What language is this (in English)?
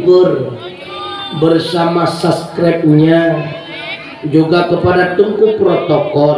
Achinese